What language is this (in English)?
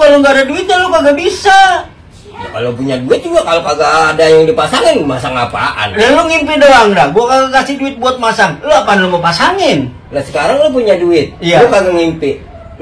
Betawi